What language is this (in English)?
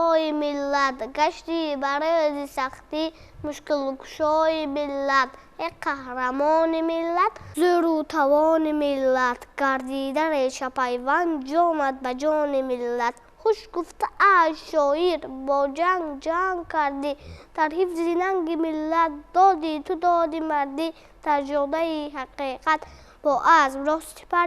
Tajik